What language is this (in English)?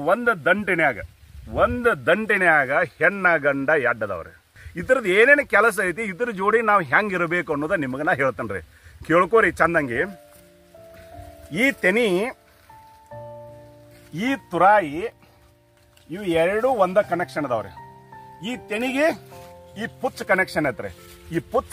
Kannada